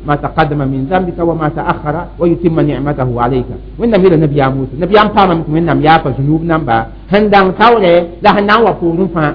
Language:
Mossi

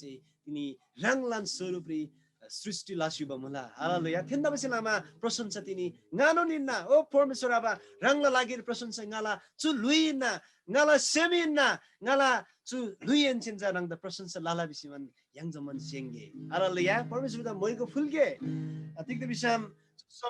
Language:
Eastern Tamang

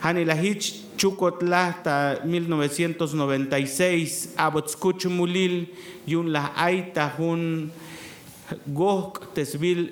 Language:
Tzeltal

